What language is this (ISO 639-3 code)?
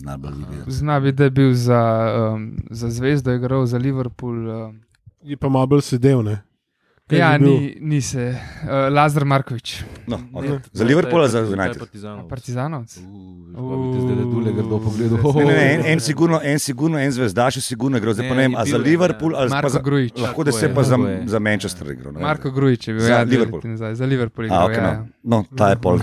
slv